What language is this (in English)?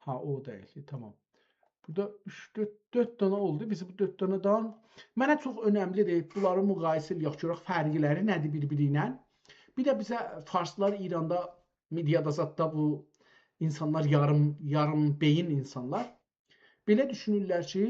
South Azerbaijani